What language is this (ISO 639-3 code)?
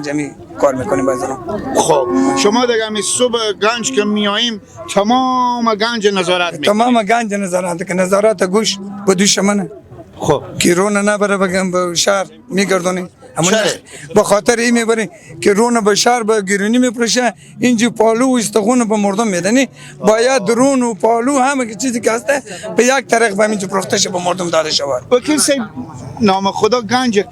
fas